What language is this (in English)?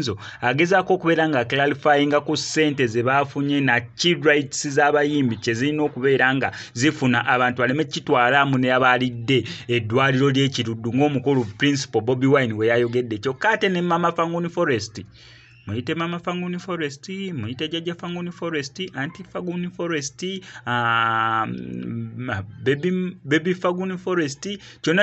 Ganda